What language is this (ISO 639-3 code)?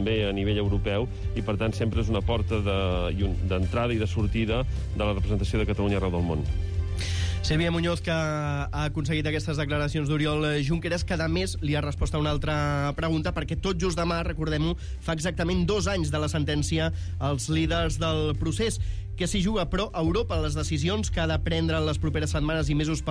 cat